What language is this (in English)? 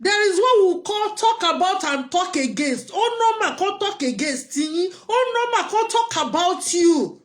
Yoruba